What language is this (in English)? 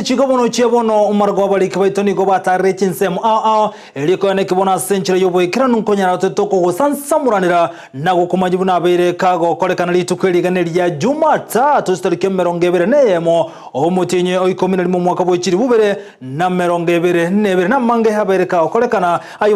Gusii